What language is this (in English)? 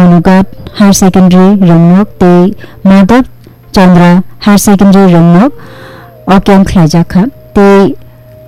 Kok Borok